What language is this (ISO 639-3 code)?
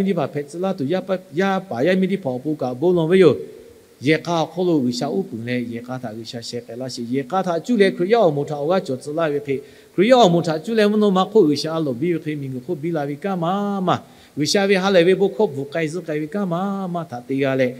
lhu